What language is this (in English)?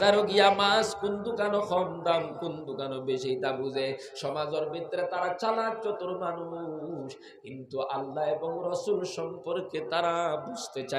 Sylheti